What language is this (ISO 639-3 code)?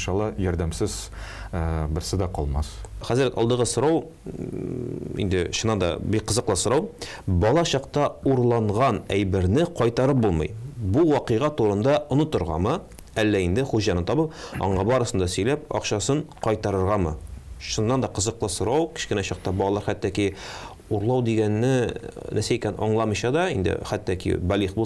tat